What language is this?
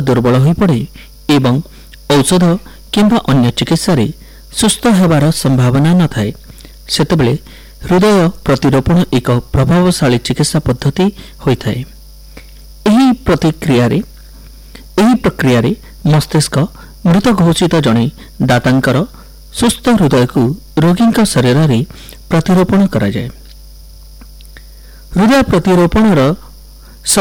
Odia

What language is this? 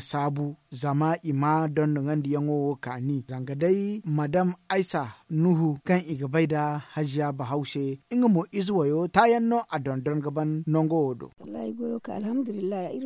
Zarma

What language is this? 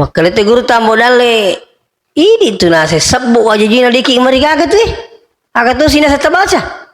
Buginese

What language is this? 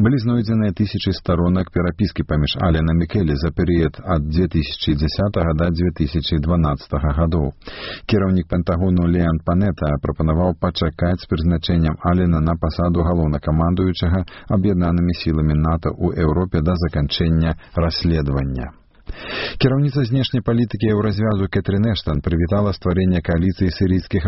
Belarusian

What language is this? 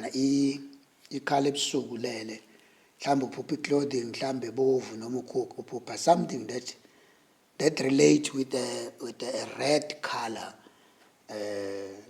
Zulu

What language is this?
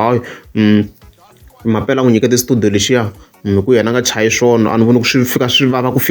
Tsonga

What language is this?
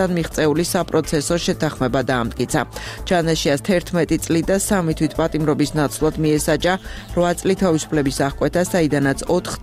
Georgian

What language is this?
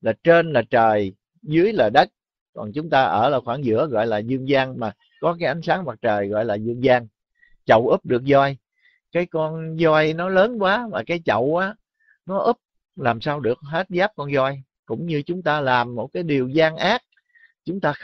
Vietnamese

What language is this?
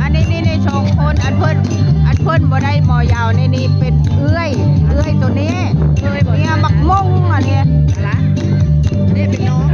Northeastern Thai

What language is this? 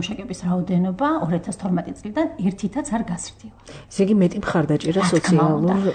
Georgian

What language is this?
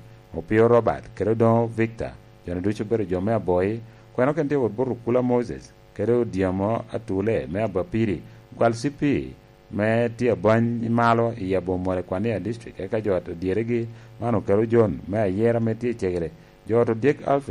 Lango (Uganda)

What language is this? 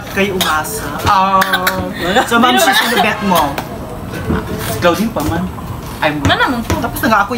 Filipino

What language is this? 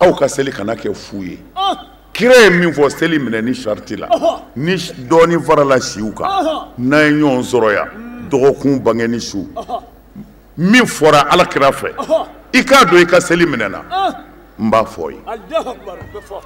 Bambara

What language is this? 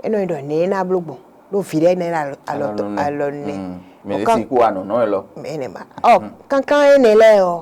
Fon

